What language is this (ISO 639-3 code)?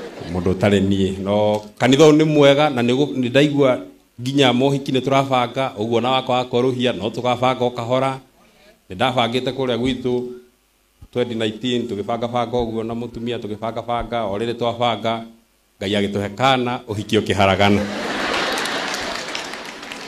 kik